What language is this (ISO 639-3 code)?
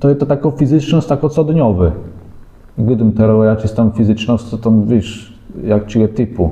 csb